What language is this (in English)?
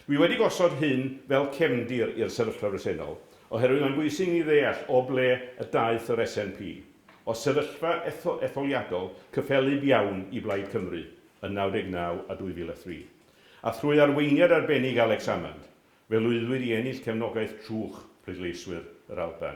Welsh